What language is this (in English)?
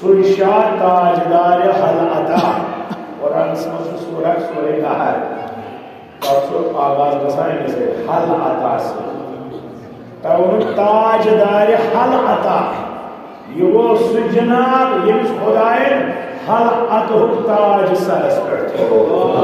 Kashmiri